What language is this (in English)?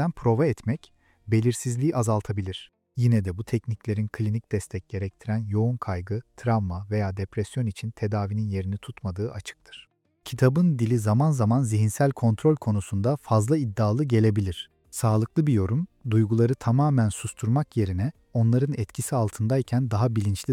Turkish